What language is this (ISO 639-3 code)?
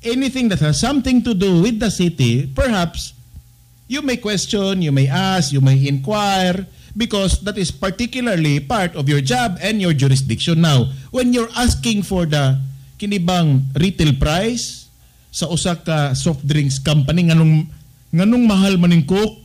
ceb